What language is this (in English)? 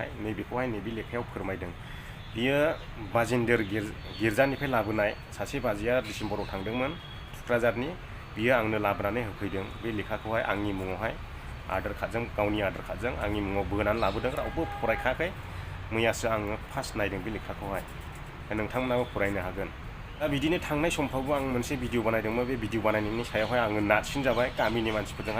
Bodo